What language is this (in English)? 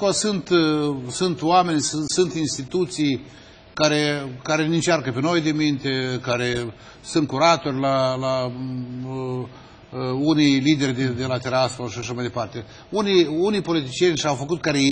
Romanian